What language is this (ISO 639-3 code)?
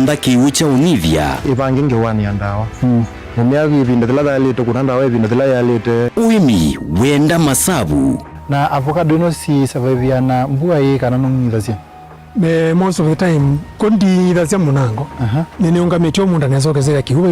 kam